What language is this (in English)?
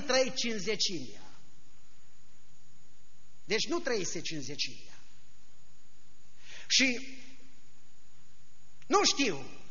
Romanian